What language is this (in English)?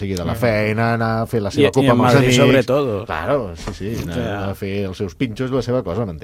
Catalan